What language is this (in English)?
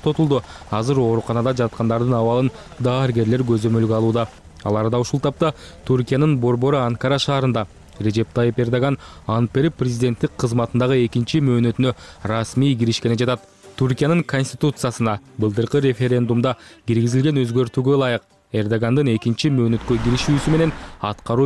Kyrgyz